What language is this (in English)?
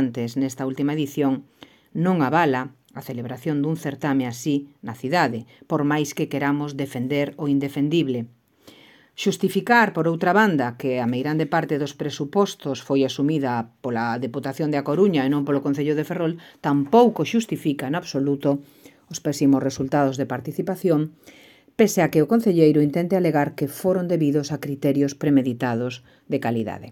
Galician